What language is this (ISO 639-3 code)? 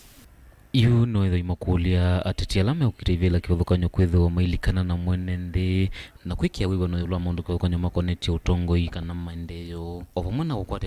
kam